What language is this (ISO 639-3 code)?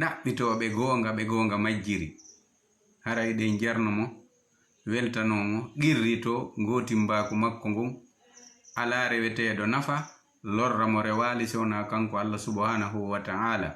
ful